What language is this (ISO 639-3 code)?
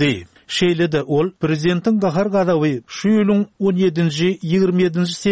tuk